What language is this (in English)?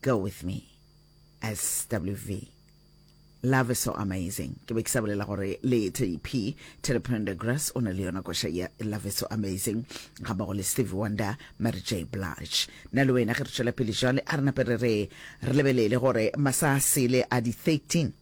Northern Sotho